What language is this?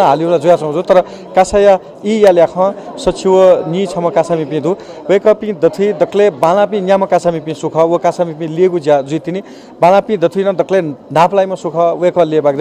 Newari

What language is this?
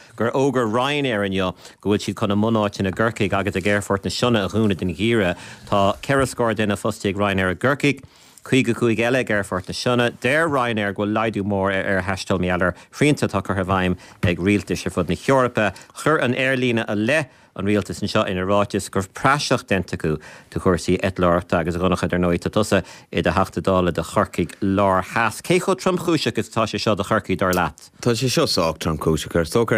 Irish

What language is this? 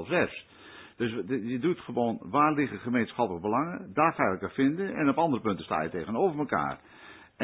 Dutch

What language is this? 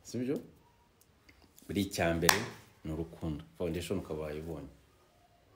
Kinyarwanda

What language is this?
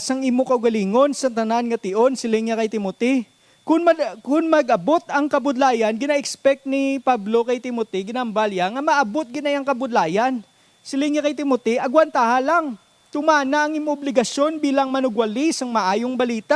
Hiligaynon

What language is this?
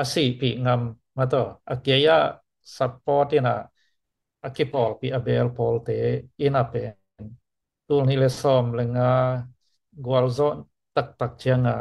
Tedim Chin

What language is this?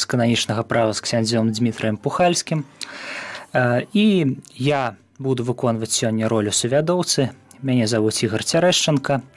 Belarusian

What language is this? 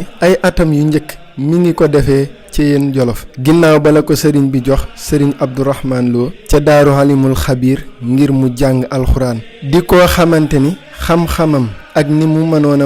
Wolof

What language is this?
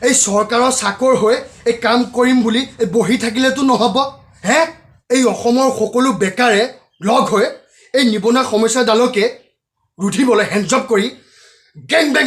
Assamese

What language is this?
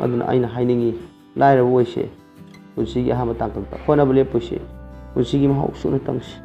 Manipuri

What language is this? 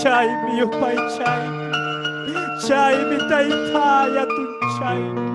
Ayacucho Quechua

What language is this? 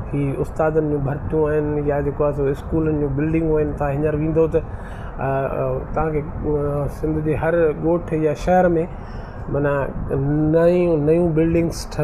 Sindhi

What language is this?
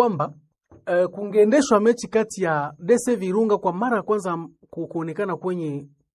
Swahili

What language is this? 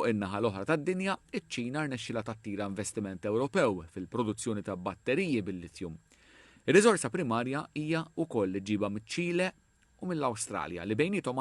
Maltese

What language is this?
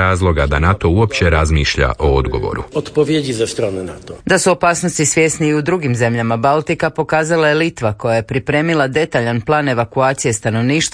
Croatian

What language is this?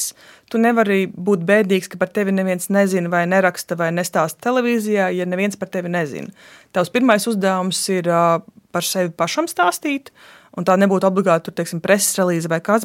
Latvian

